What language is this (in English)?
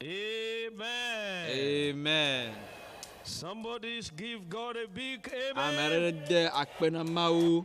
Ewe